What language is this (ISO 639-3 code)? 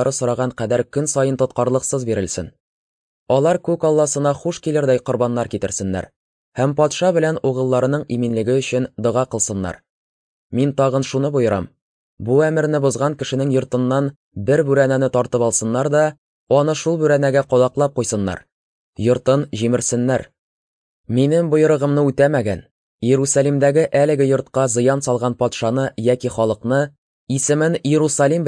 tat